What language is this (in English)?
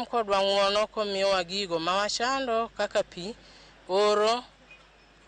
Luo (Kenya and Tanzania)